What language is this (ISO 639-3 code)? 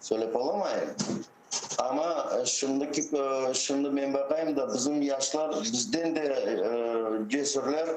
crh